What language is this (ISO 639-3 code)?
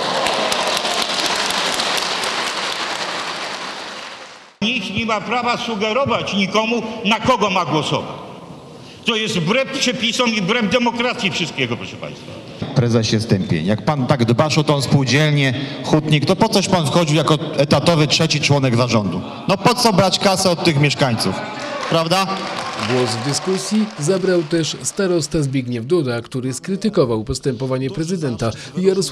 pol